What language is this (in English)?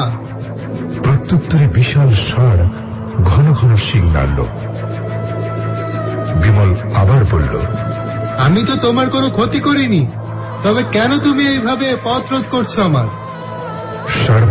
Bangla